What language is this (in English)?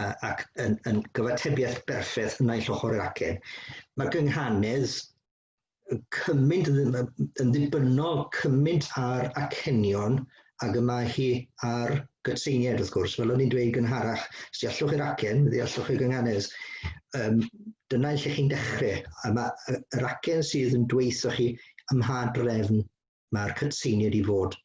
Welsh